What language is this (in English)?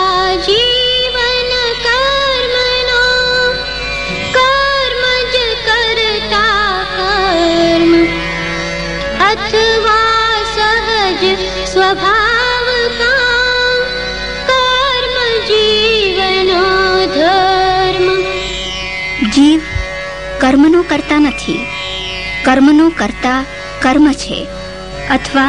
Gujarati